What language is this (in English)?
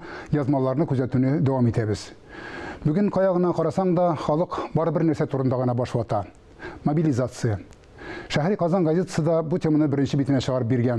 Tatar